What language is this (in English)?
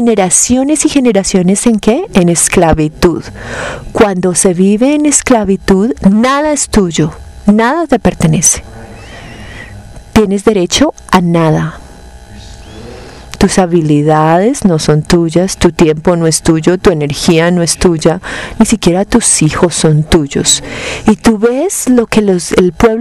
Spanish